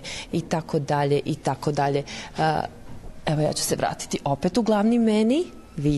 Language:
Serbian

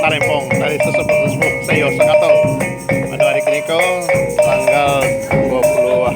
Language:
Minangkabau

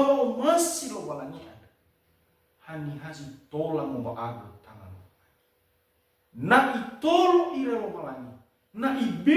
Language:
Nias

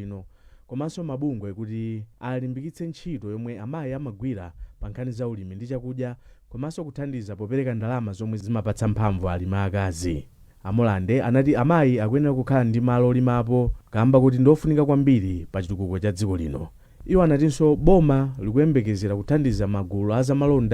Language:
Nyanja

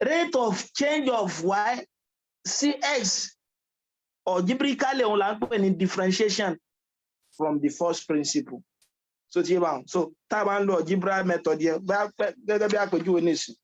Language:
Yoruba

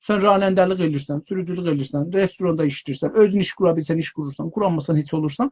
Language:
South Azerbaijani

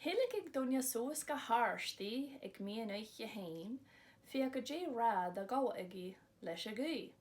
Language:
Scottish Gaelic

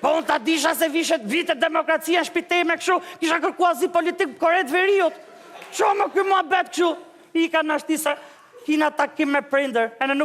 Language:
Albanian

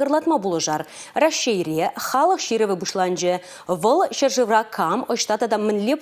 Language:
Chuvash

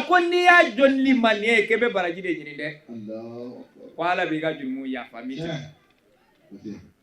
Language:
Bambara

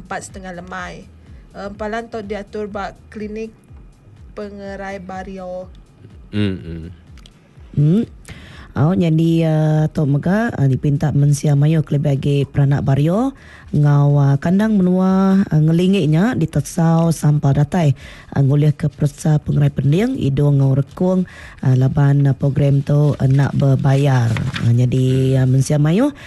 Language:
Iban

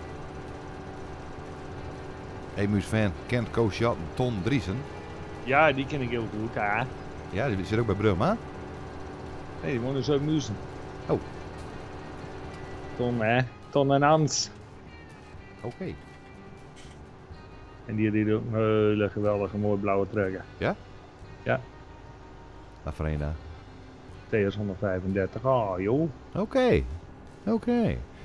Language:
Dutch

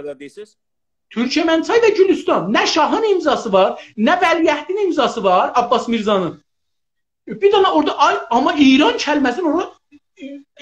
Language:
South Azerbaijani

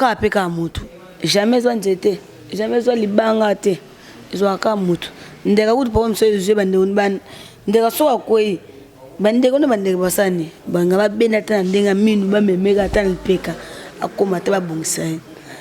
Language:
Lingala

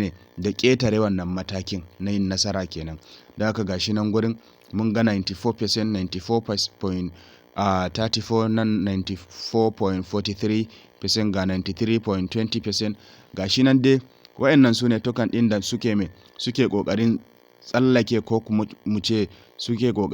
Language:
Hausa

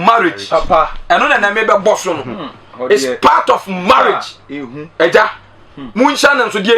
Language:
Akan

